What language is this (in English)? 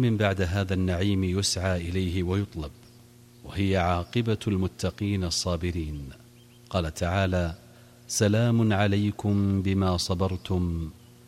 Arabic